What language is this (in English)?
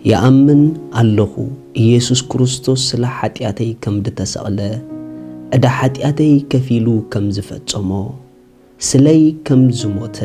Tigrinya